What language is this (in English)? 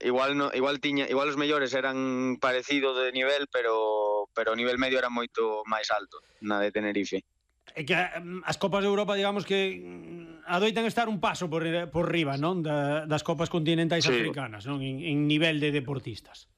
Galician